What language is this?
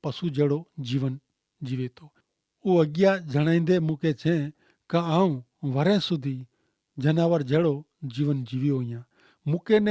Kachhi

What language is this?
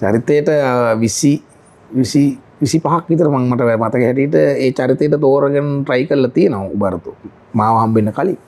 Sinhala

